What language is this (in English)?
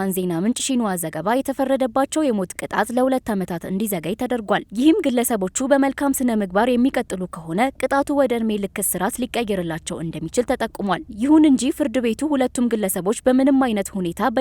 Amharic